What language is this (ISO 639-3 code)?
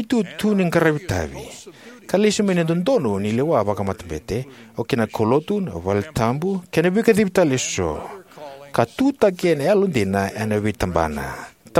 fij